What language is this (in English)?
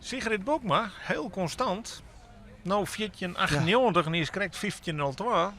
Western Frisian